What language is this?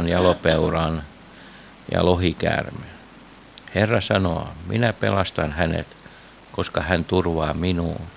Finnish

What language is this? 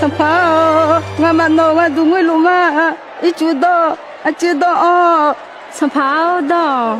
Akha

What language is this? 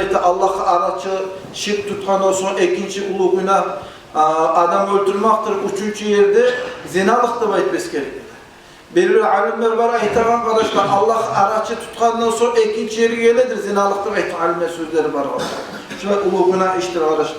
Kumyk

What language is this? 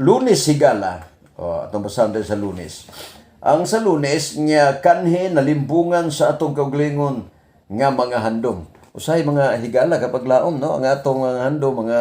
Cebuano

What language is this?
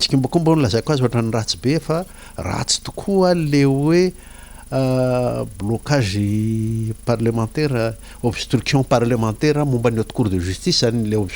Malagasy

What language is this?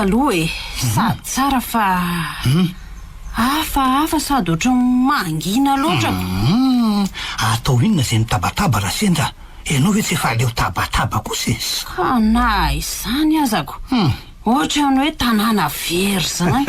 Malagasy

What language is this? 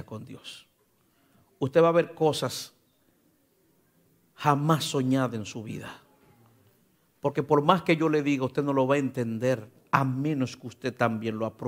Spanish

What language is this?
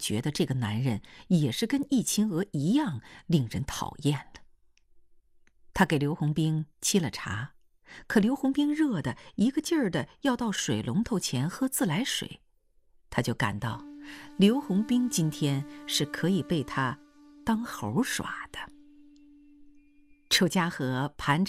Chinese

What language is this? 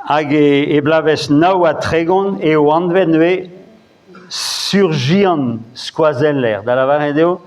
Breton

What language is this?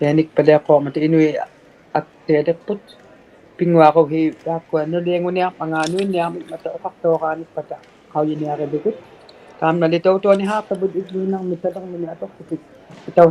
Inuktitut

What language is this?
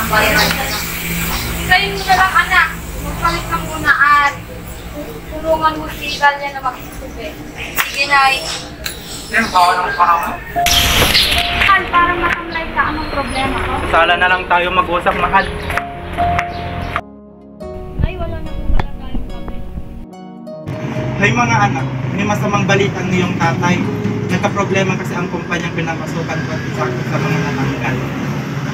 Filipino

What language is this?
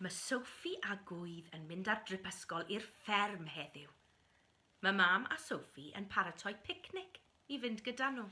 Welsh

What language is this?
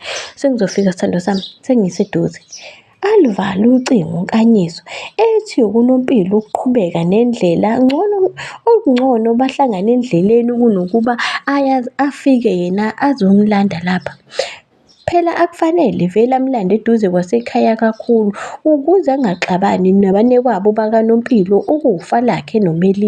Zulu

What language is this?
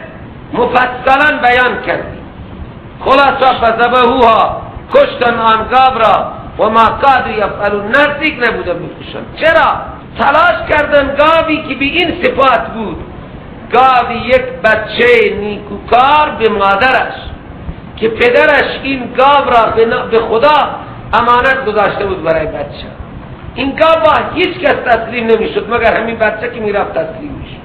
Persian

